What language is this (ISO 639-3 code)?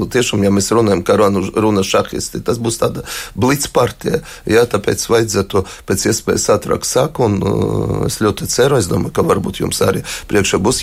lav